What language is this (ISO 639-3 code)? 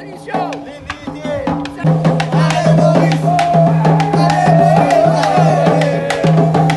mfe